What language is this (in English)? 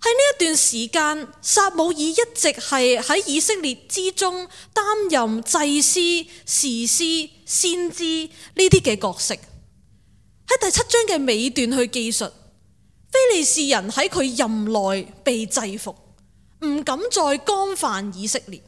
Cantonese